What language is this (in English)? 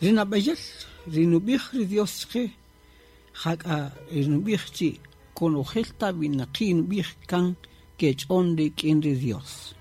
Kaqchikel